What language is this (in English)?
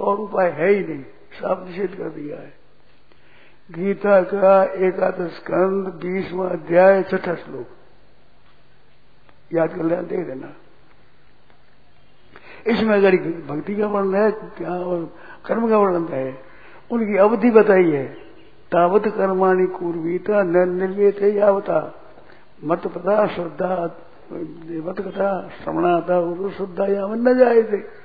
Hindi